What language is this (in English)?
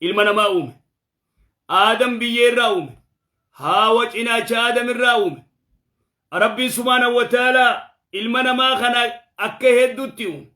Oromo